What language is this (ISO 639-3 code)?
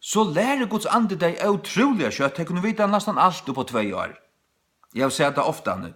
fao